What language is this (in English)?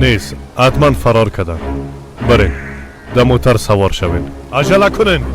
Persian